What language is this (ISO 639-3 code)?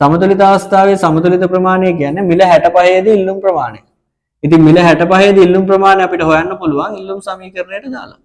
sin